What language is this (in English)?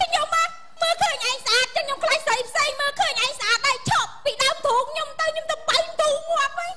Khmer